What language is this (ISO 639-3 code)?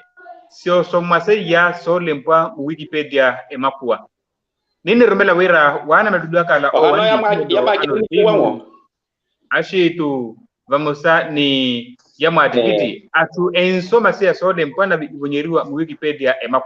vmw